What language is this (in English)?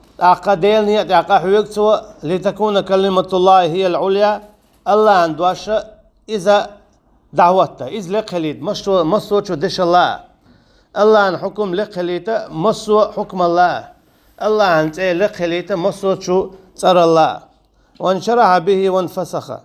Chechen